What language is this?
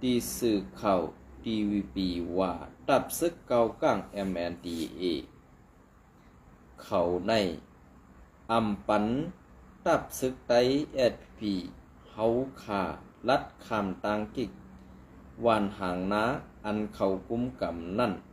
Shan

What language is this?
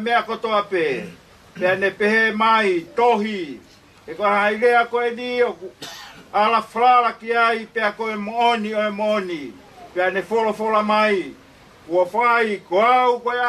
Tongan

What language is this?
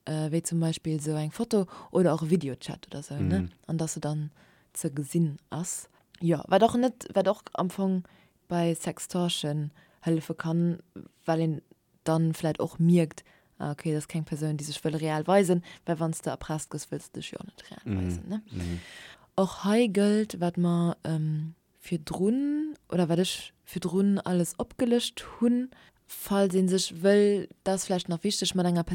Luxembourgish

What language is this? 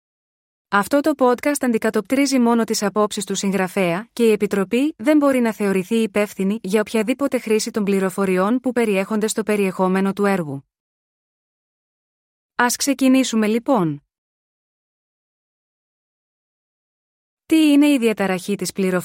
Greek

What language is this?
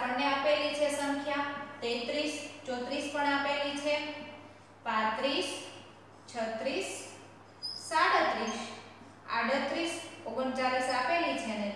Gujarati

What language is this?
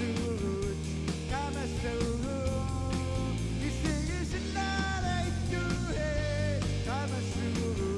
Kalaallisut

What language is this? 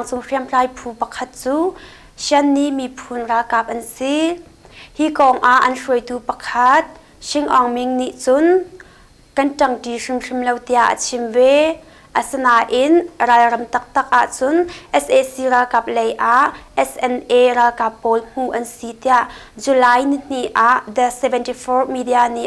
Hakha Chin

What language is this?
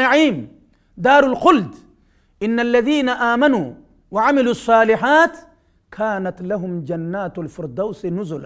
Oromo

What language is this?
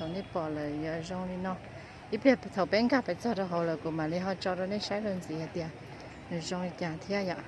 Hmong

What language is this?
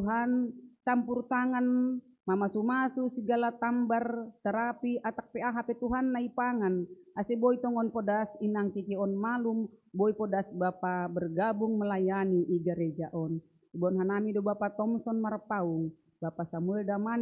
Batak Simalungun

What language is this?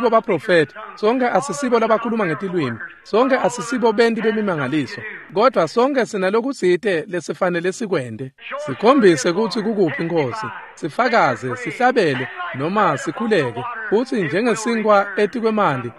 Swati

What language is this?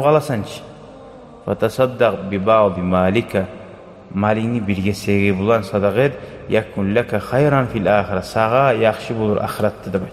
Kumyk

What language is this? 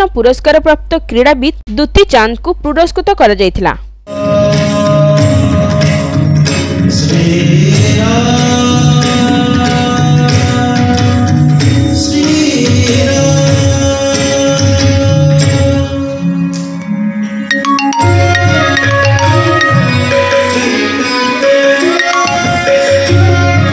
Odia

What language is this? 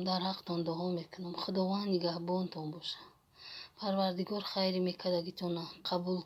Tajik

